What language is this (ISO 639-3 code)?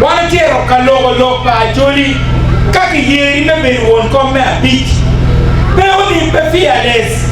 ach